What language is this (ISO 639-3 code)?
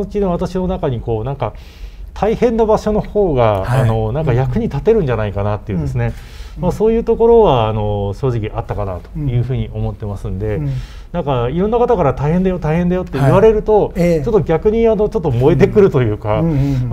jpn